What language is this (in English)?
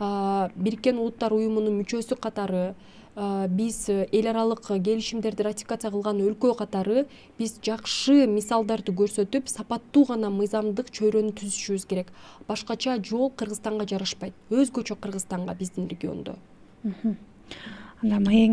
Kyrgyz